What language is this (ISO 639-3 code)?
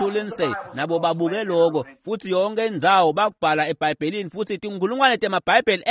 ssw